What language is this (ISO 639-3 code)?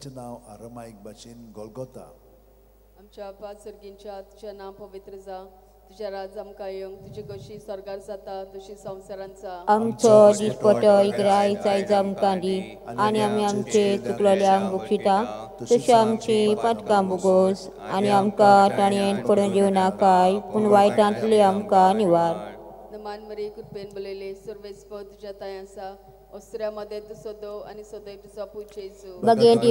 kok